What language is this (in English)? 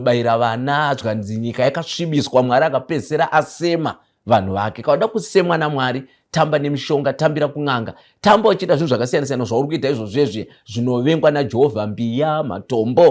Shona